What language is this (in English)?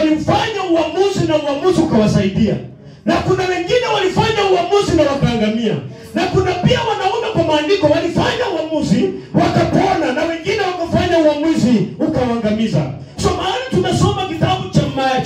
Swahili